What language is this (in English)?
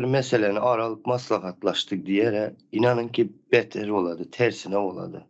Turkmen